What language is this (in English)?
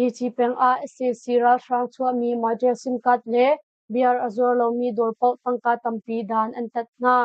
Hakha Chin